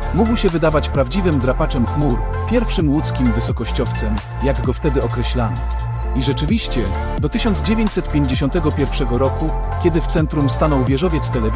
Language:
Polish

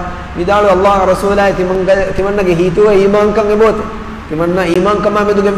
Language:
Divehi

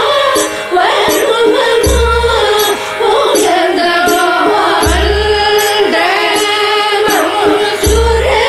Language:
Tamil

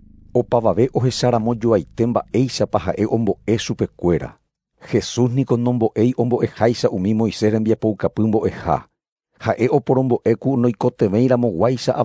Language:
Guarani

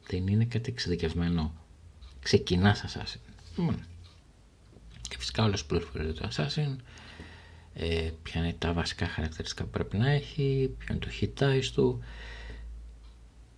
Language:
Greek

